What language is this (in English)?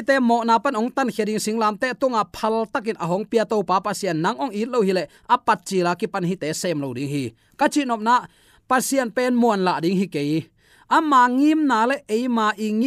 Tedim Chin